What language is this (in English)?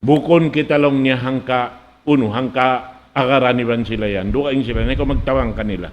Tausug